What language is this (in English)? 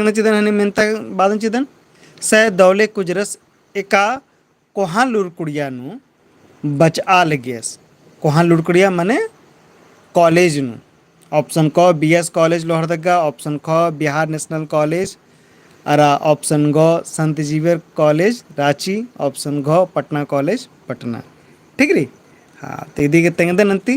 Kurukh